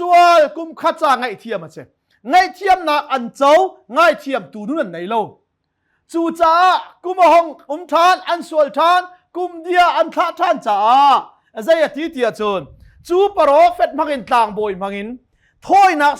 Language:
Hakha Chin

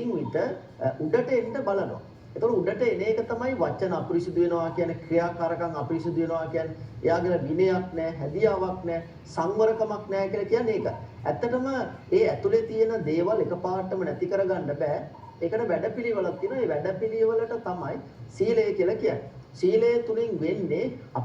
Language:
Sinhala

